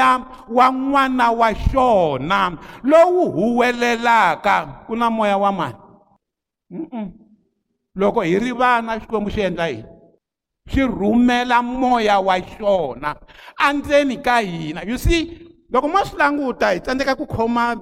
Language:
Tsonga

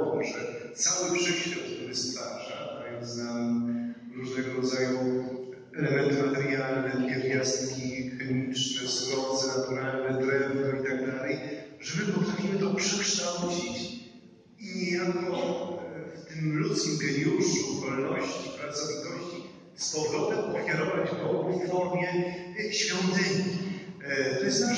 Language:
Polish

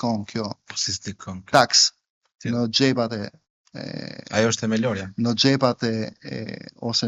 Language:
Albanian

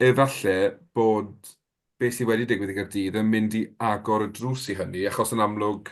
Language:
Welsh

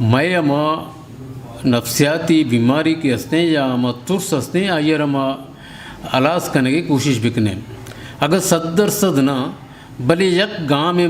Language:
Eastern Balochi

